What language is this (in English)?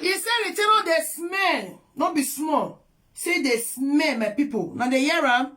Nigerian Pidgin